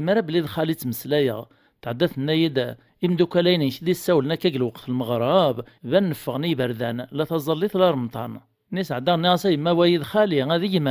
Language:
Kabyle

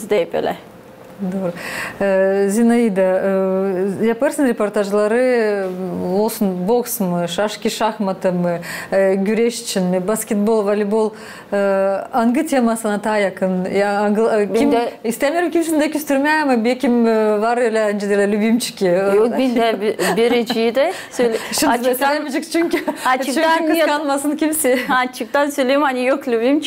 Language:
Gagauz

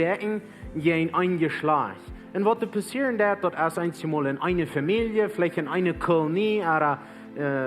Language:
Plautdietsch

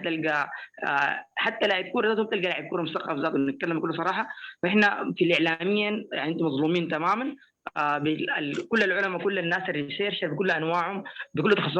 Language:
Sudanese Arabic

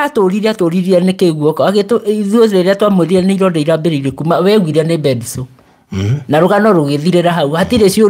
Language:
Kikuyu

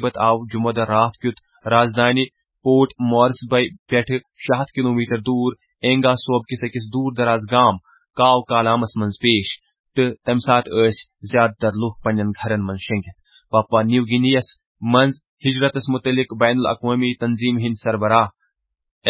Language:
Kashmiri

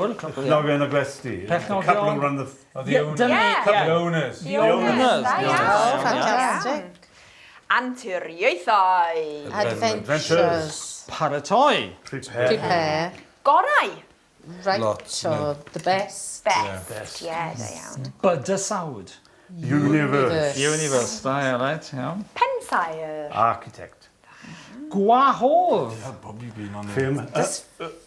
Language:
Welsh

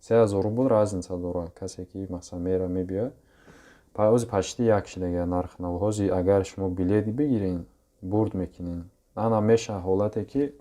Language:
Tajik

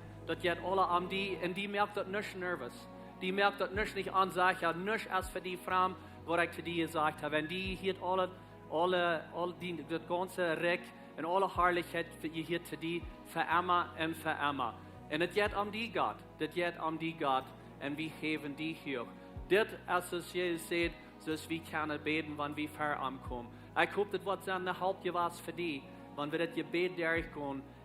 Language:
Plautdietsch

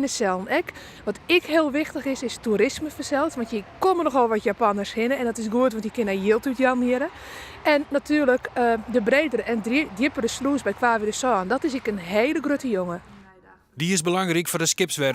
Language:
Western Frisian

